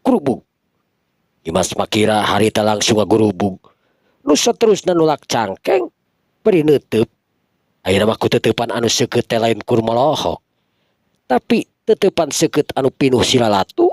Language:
Sundanese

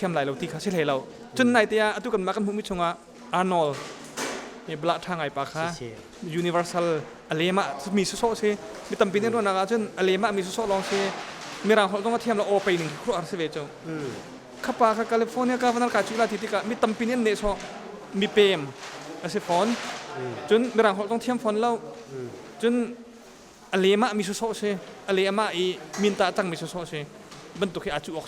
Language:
Hakha Chin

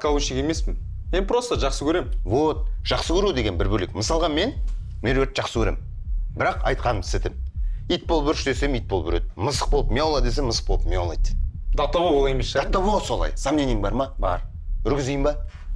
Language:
Kazakh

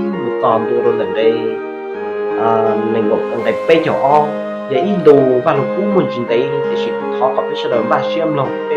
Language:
Hmong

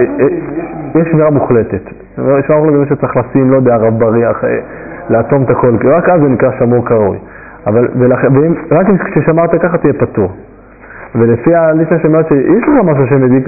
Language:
Hebrew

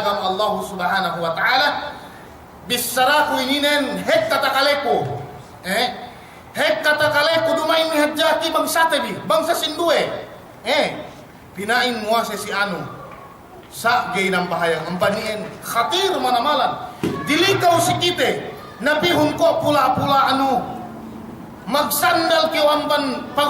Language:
Yakan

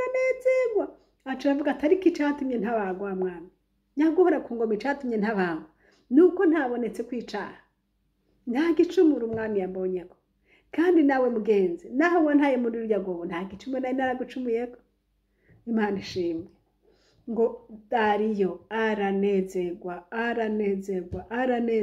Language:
Rundi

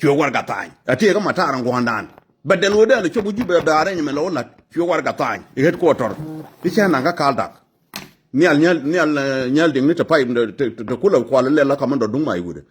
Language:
Nuer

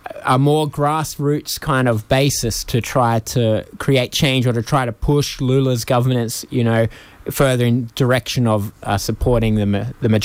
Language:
English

